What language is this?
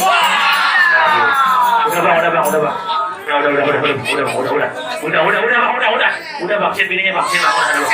Betawi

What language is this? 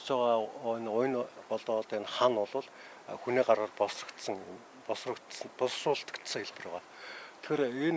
Mongolian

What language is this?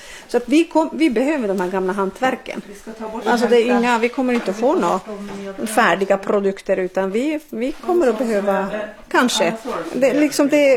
Swedish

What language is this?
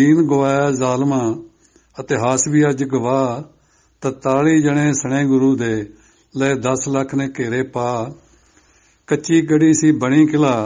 Punjabi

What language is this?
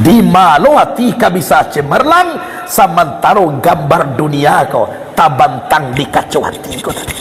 Minangkabau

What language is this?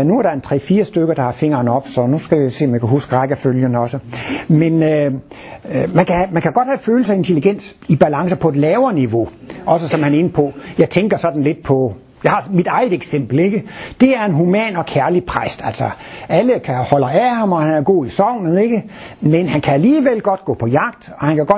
Danish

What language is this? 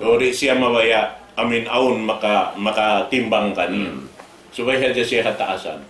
Tausug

